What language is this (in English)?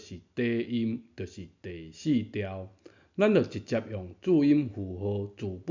Min Nan Chinese